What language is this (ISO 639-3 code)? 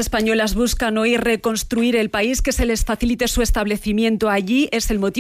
spa